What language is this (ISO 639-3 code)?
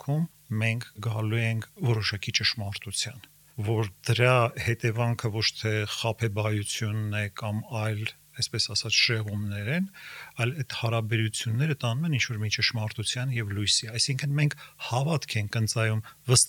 hye